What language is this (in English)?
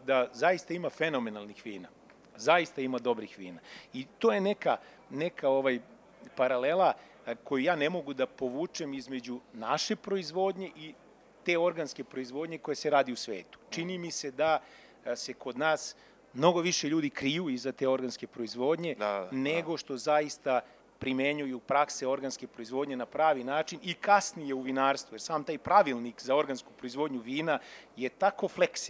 Serbian